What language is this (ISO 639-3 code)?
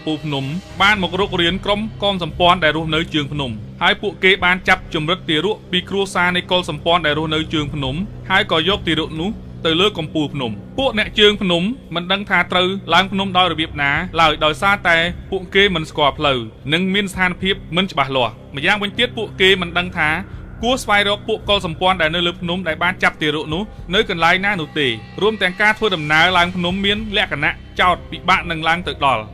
khm